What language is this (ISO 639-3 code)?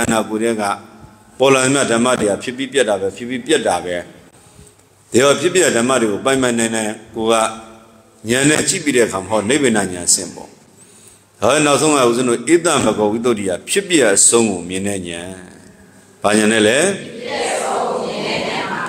mya